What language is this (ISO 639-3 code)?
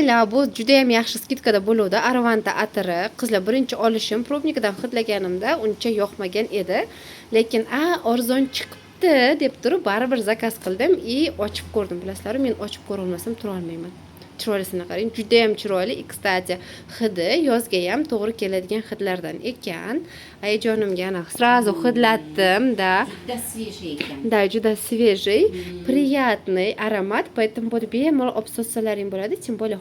uzb